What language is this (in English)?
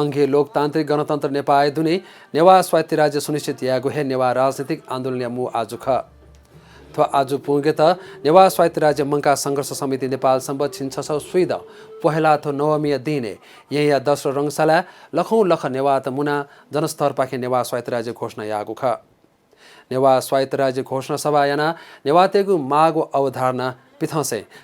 Newari